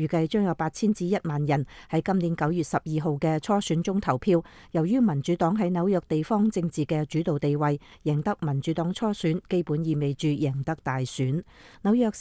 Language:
Cantonese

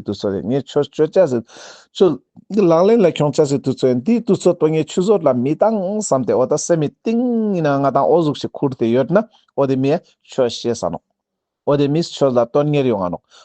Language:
Ladakhi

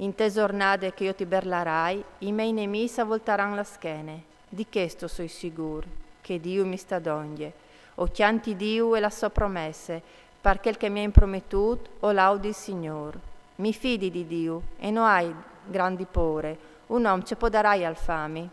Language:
Friulian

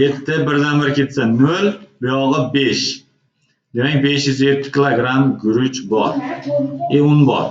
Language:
Uzbek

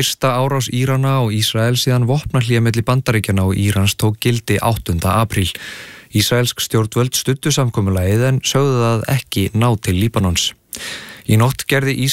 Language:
Icelandic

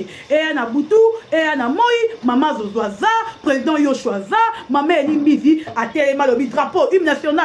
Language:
Lingala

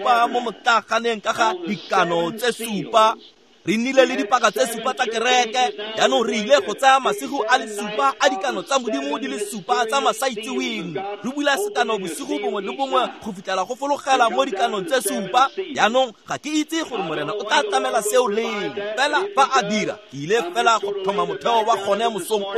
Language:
Tswana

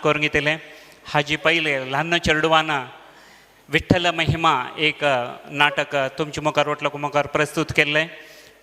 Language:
Konkani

